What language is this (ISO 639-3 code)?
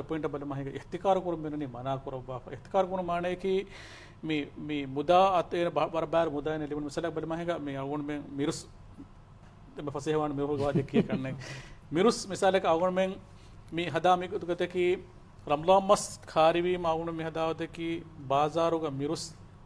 div